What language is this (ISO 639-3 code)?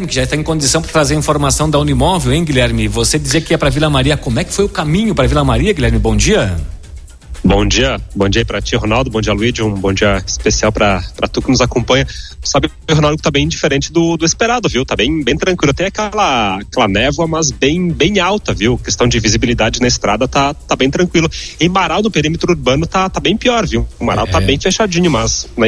por